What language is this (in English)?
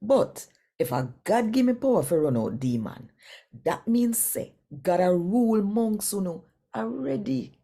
Jamaican Creole English